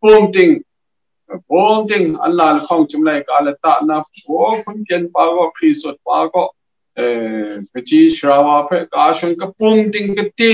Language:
Kachin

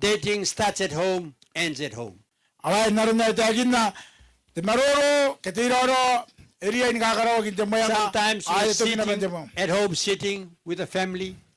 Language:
Gilbertese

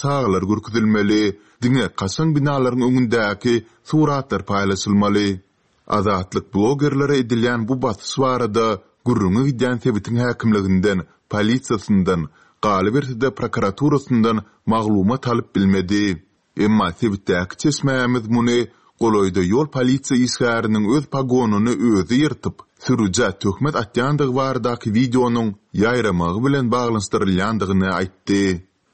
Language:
Turkmen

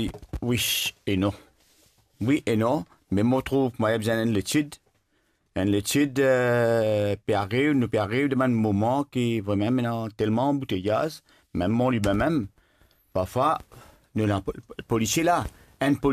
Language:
Morisyen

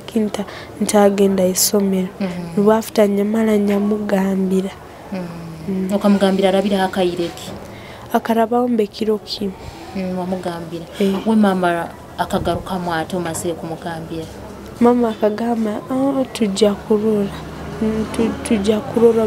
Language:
Nyoro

